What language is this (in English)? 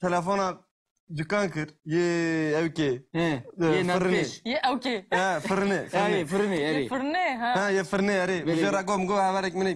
Kurdish